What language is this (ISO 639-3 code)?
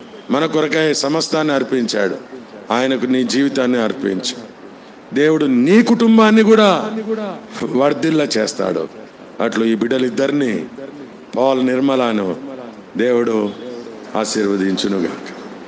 tel